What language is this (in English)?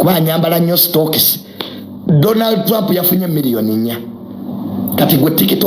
Ganda